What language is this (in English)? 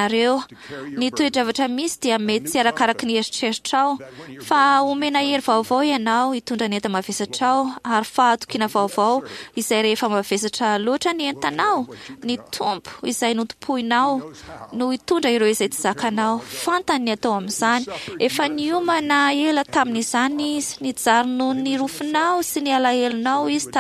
Malagasy